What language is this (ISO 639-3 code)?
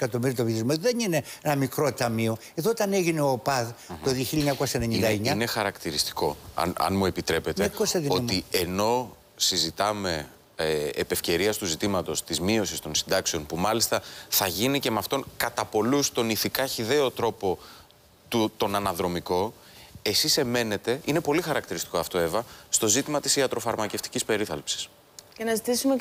ell